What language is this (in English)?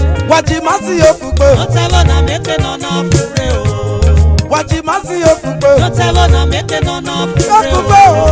Esan